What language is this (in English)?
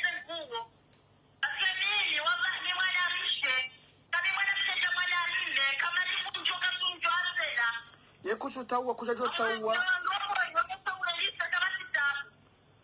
Swahili